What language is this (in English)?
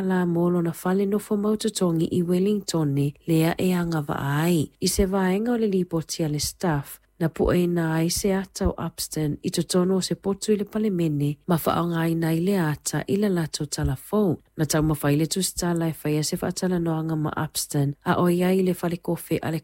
Samoan